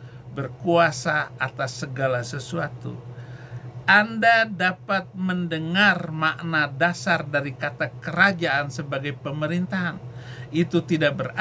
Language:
Indonesian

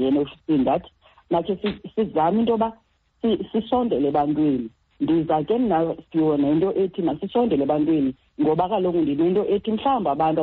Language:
Xhosa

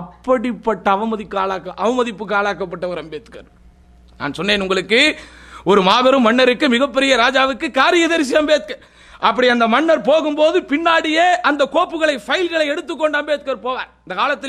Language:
Tamil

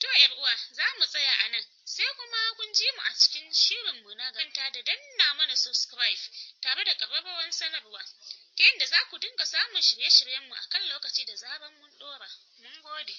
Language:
Hausa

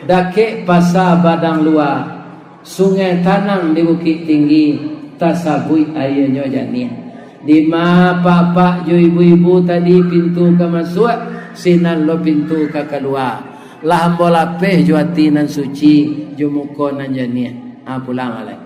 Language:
Minangkabau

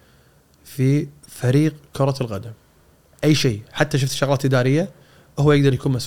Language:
Gulf Arabic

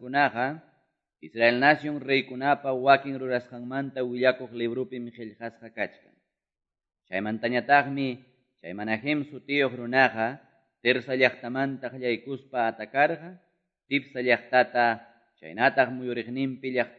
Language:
Ayacucho Quechua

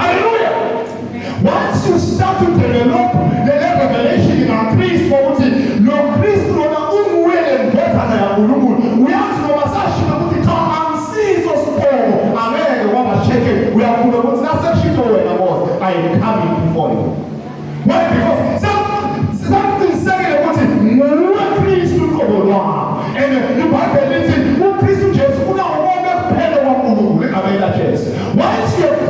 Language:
Zulu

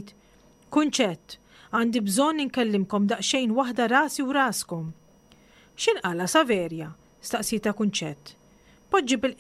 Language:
Maltese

